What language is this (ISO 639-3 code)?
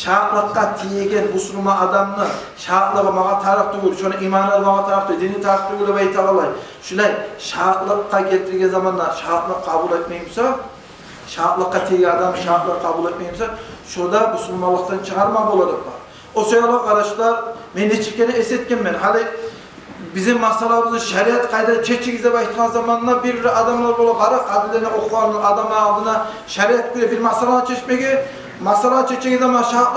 kum